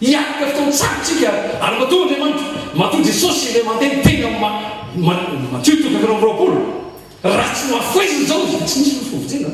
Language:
Malagasy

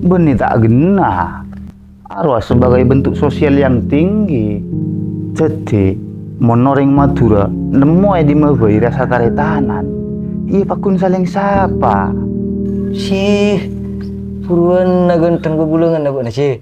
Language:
Madurese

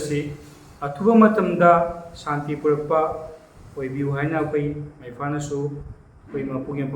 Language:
Manipuri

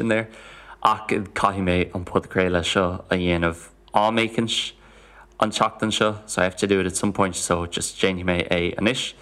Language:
Irish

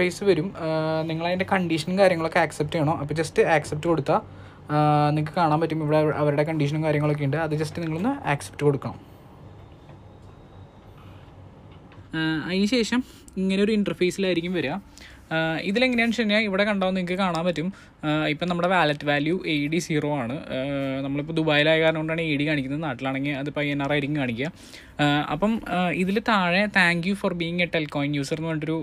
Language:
Malayalam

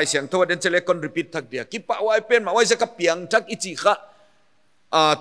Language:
Paite Chin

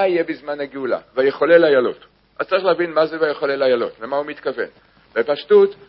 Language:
Hebrew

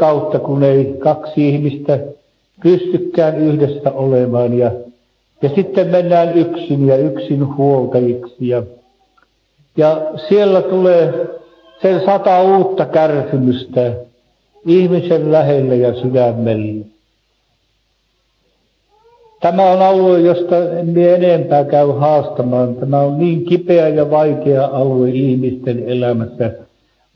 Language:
Finnish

